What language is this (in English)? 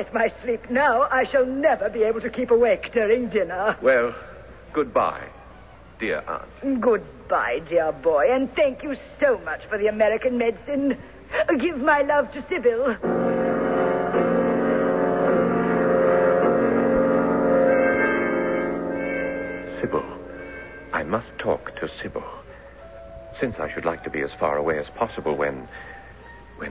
English